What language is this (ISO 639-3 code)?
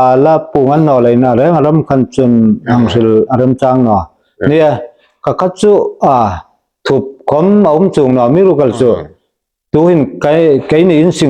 hmr